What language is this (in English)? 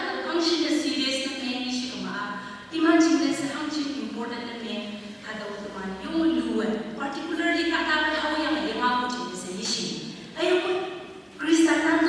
Konyak Naga